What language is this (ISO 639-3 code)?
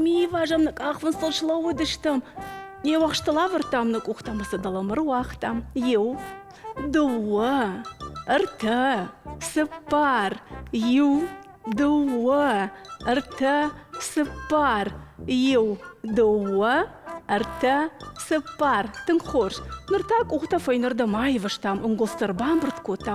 oss